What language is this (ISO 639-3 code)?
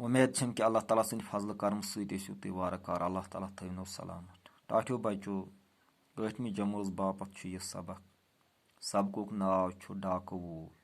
kas